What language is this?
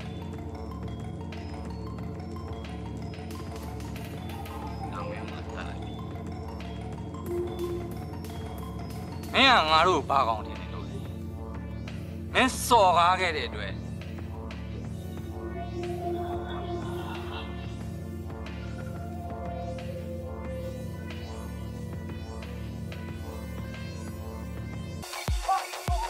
Burmese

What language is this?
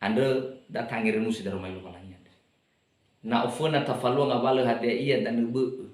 Nias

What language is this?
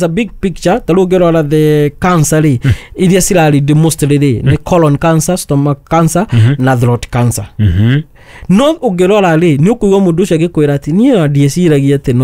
Kikuyu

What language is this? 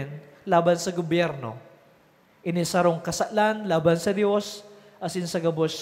Bikol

